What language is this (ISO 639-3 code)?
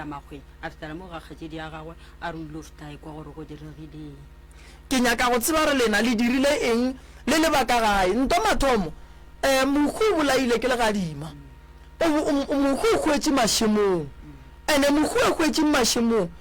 nso